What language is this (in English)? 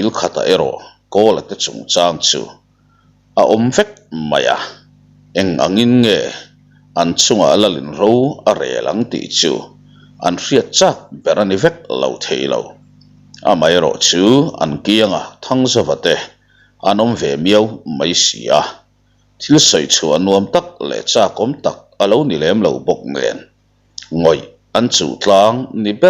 Mizo